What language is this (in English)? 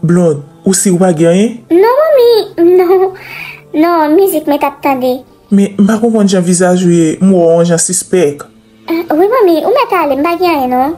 Haitian Creole